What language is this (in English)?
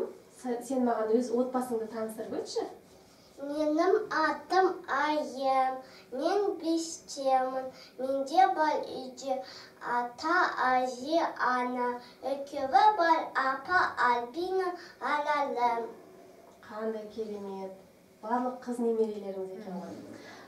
Kazakh